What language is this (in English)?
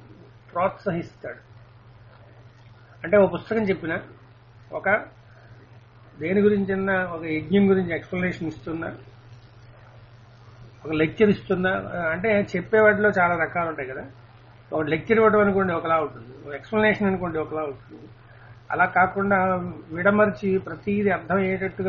Telugu